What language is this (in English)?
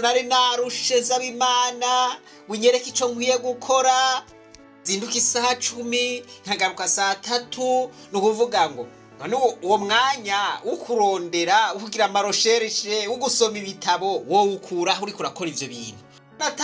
Rundi